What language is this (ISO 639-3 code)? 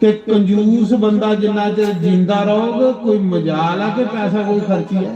doi